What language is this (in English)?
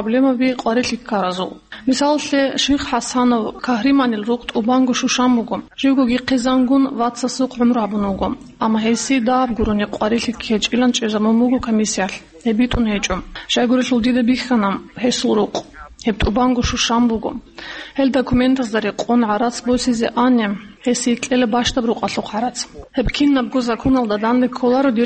Avaric